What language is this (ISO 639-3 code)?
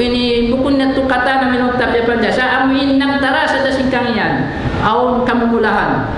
tsg